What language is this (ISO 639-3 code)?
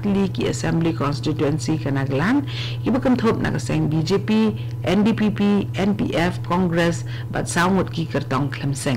kha